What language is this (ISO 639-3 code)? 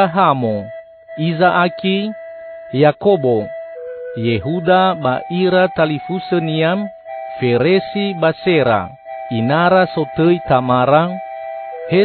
nia